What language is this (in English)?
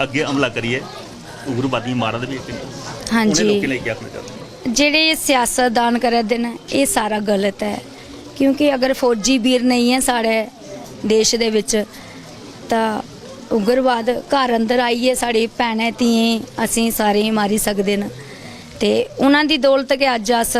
Dogri